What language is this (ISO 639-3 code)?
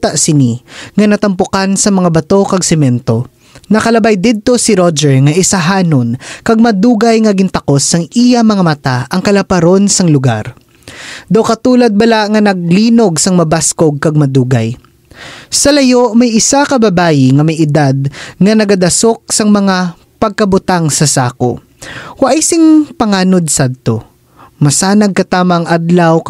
hil